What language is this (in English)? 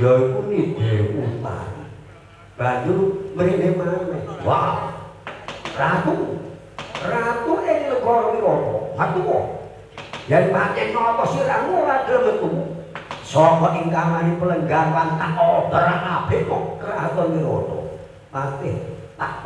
Javanese